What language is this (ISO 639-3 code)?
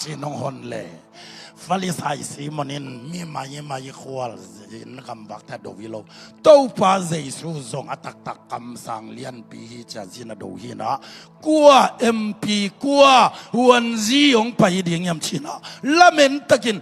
ctd